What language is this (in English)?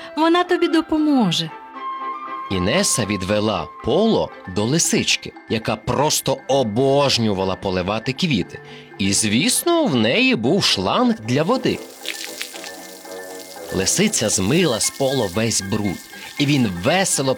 Ukrainian